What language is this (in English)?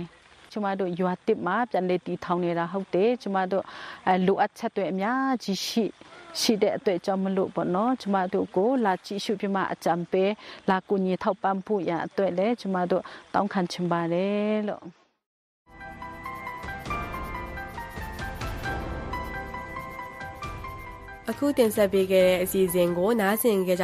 Burmese